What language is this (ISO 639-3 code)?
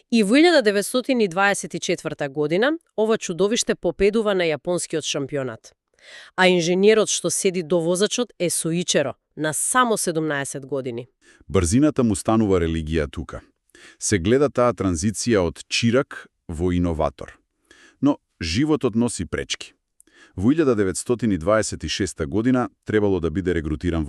mkd